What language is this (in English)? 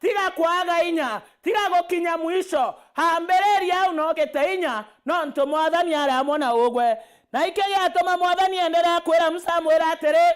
Meru